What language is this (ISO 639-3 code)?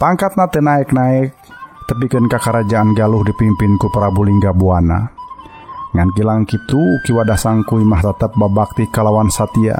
sun